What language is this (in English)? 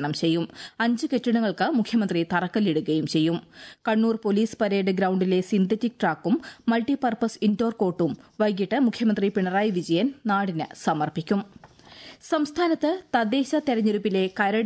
Malayalam